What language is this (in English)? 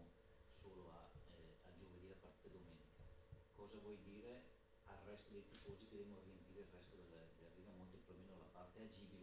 Italian